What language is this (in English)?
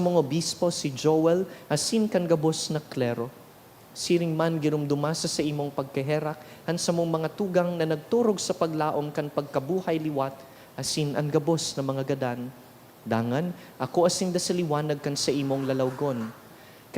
Bikol